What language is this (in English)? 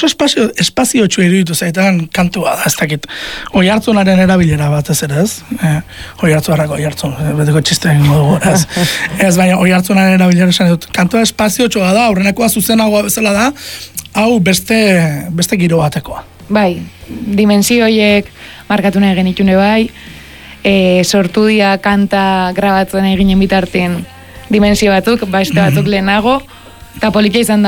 Basque